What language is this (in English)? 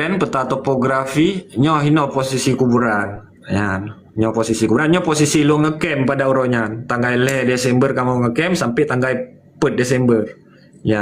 Achinese